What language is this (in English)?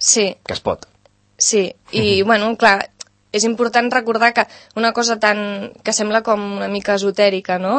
Catalan